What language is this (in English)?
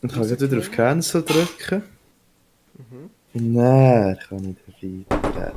Swiss German